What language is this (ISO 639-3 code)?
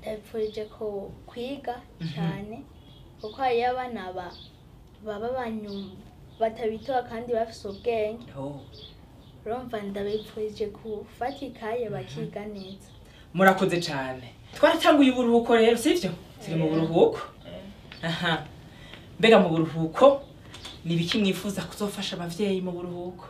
run